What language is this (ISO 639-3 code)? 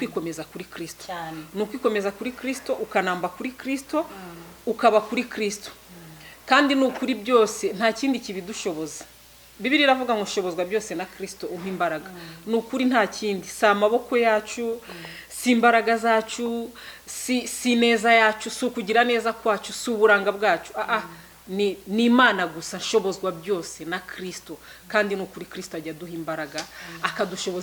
kin